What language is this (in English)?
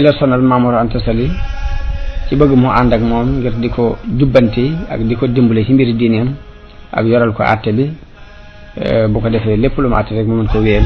Wolof